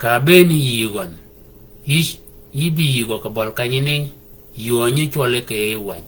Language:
Shilluk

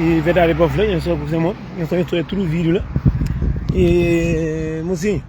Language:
Kabuverdianu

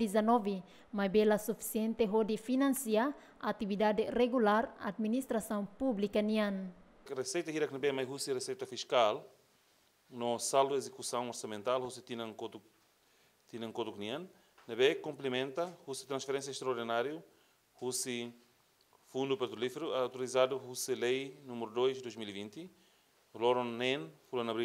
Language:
Tetum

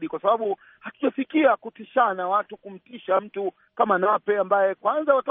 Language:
Swahili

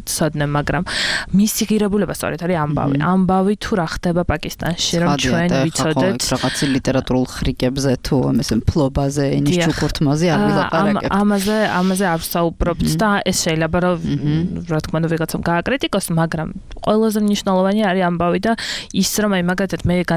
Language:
Georgian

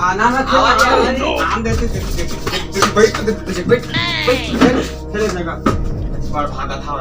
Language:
Chhattisgarhi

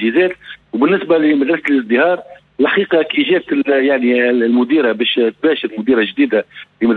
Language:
Tunisian Arabic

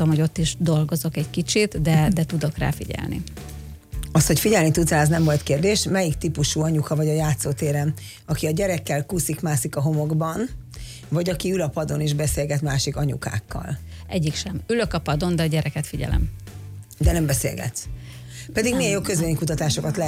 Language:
Hungarian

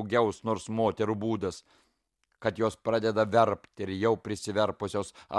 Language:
Lithuanian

